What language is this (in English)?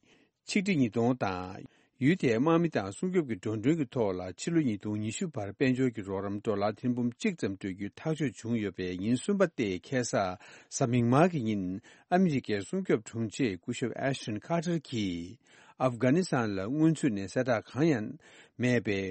Tibetan